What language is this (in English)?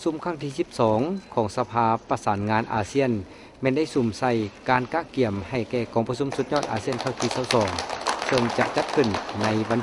Lao